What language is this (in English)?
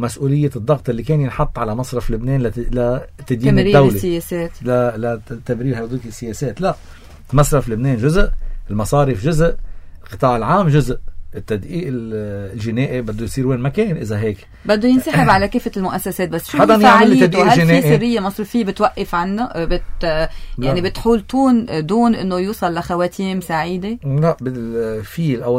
North Levantine Arabic